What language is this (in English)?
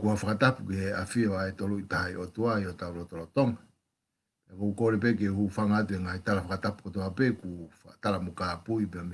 Tongan